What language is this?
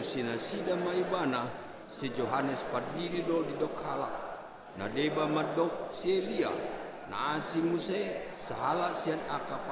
Batak Toba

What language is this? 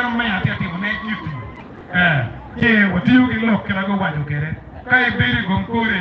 Acoli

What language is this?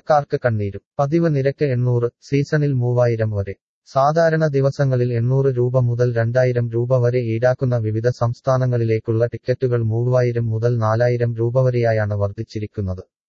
Malayalam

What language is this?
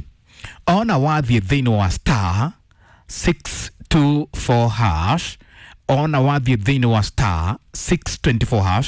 Kikuyu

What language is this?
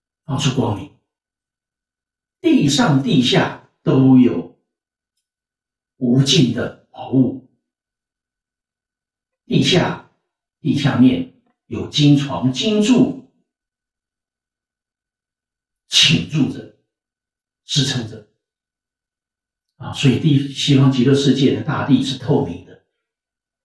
Chinese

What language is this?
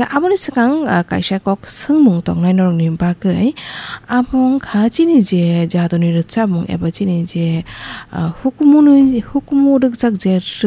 Kok Borok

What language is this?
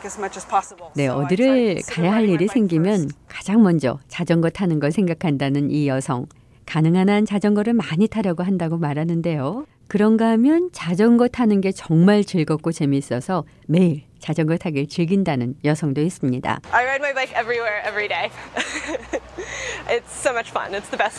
Korean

